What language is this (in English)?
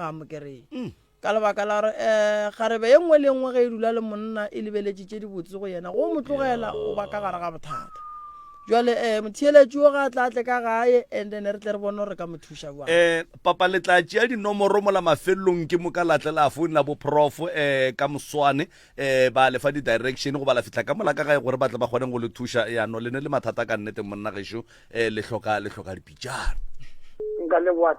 Northern Sotho